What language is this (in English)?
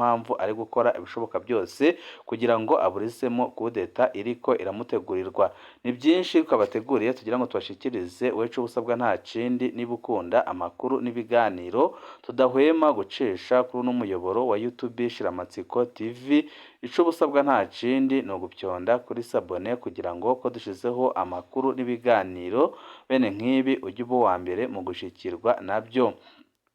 Rundi